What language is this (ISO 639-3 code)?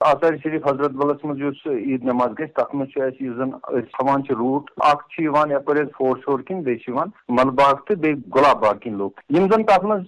kas